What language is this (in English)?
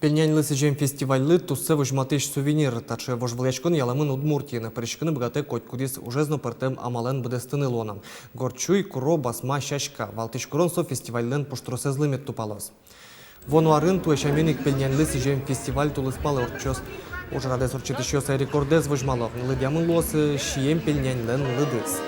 Udmurt